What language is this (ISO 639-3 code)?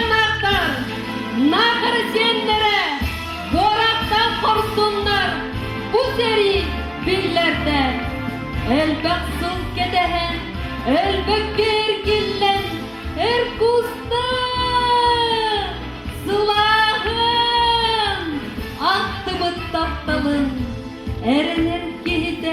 sah